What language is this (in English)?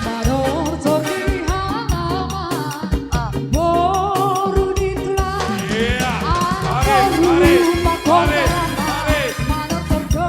Batak Simalungun